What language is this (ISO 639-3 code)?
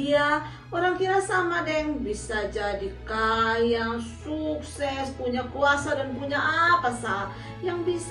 mkn